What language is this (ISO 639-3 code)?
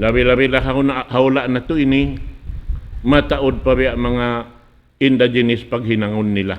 tsg